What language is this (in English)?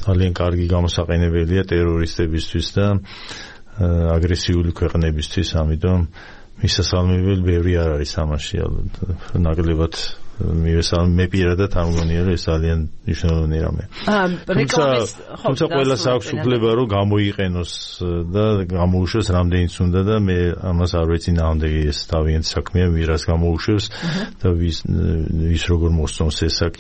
Georgian